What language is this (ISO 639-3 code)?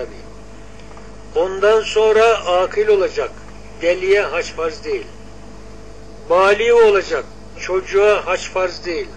tur